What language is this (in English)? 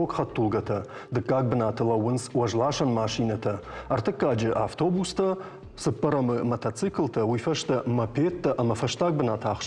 Ossetic